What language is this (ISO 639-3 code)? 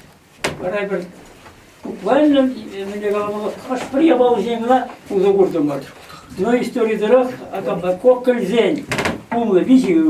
chv